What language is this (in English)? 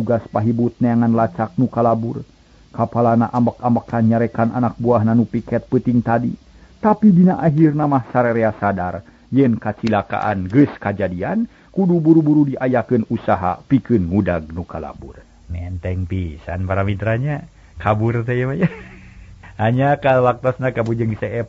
Sundanese